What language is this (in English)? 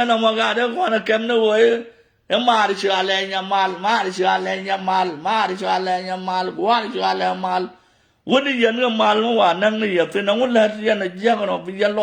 Nuer